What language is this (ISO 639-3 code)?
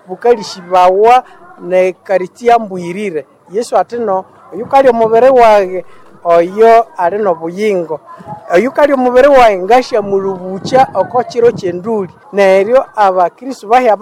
nnb